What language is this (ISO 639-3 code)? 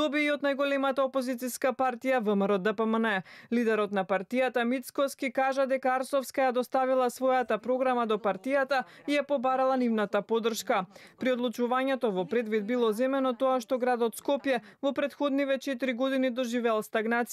mkd